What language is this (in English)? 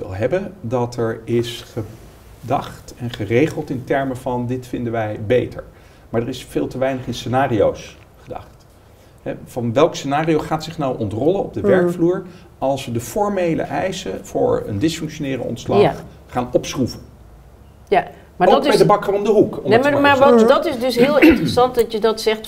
Dutch